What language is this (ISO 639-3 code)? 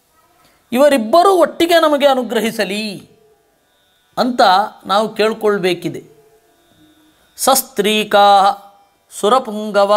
kan